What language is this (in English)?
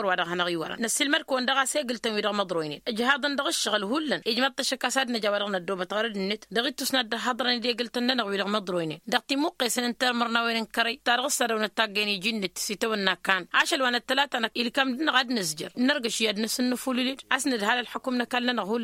Tamasheq